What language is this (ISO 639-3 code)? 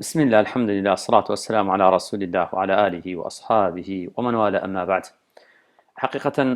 ckb